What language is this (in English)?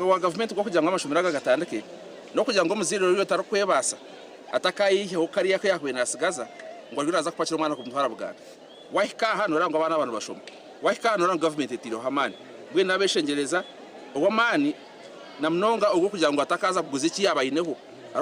Nyankole